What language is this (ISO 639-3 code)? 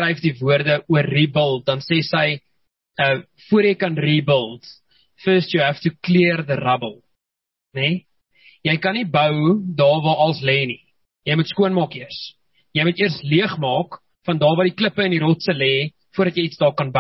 afr